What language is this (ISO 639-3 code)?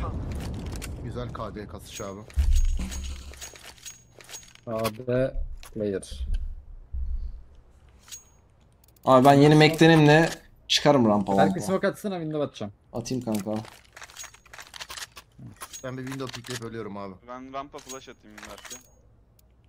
tur